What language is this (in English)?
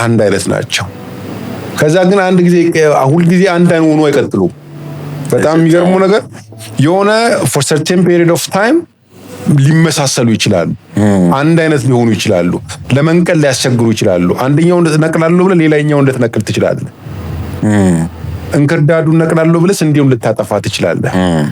Amharic